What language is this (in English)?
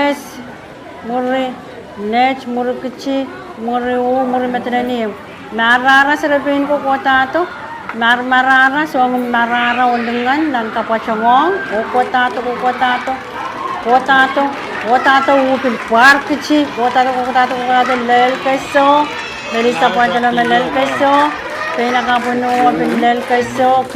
Pohnpeian